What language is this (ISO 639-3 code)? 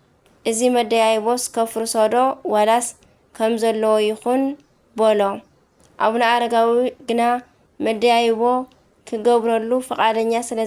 tir